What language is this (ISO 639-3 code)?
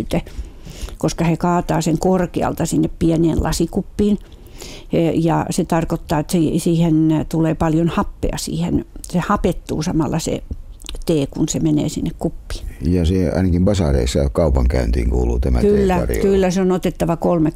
fin